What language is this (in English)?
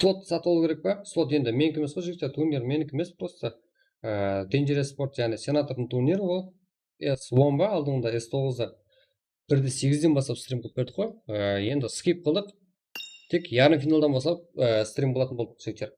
Kara-Kalpak